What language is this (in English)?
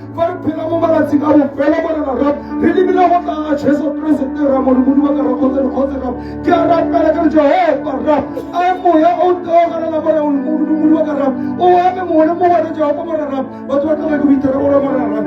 Tswana